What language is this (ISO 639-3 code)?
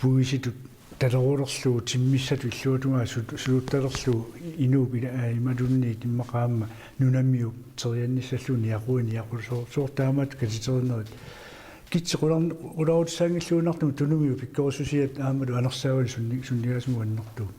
kal